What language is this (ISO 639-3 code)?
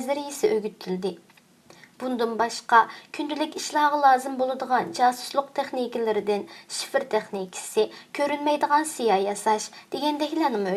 uig